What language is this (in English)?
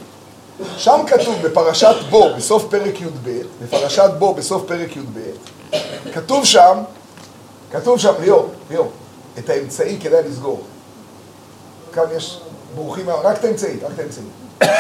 Hebrew